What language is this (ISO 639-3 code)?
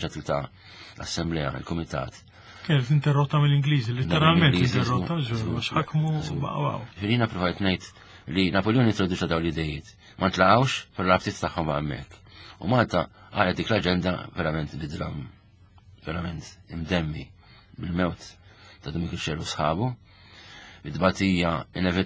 mlt